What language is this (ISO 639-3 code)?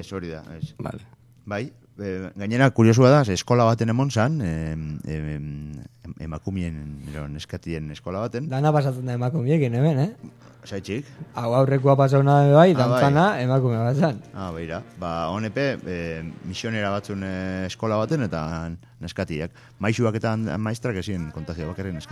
eus